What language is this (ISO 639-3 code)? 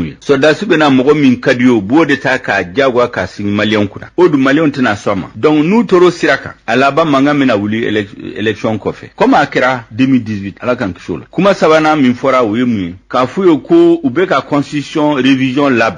bam